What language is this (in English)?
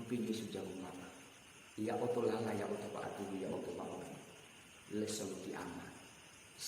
Nias